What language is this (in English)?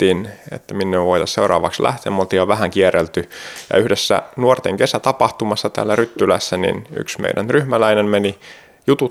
Finnish